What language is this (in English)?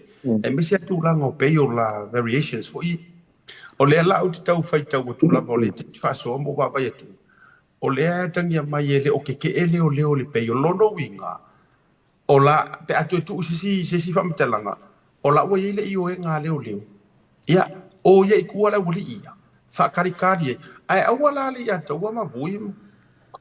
Samoan